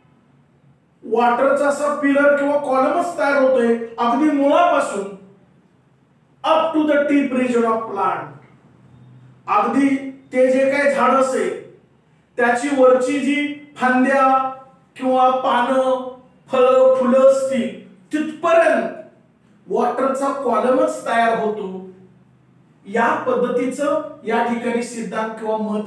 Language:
Marathi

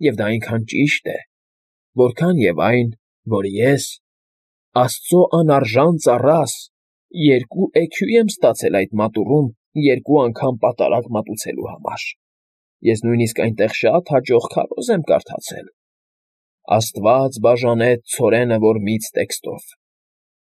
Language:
Armenian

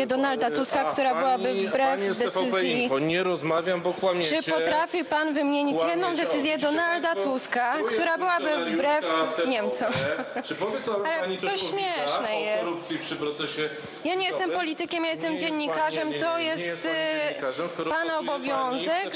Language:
Polish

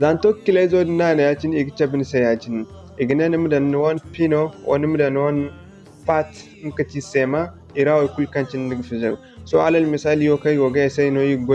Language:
Zarma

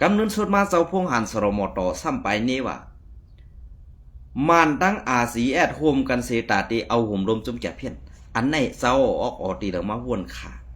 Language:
Shan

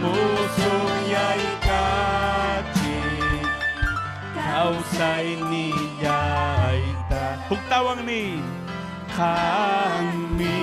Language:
Ayacucho Quechua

